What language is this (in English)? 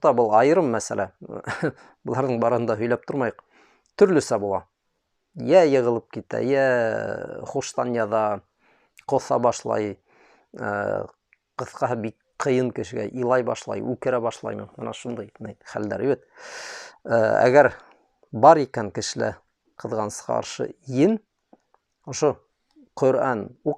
Bashkir